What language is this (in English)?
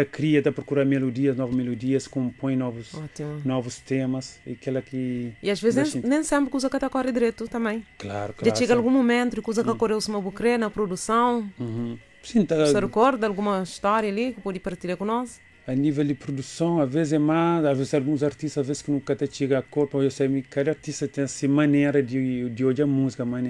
Kabuverdianu